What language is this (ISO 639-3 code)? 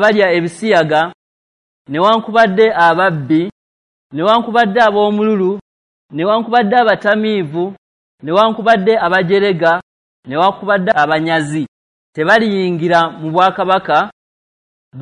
lug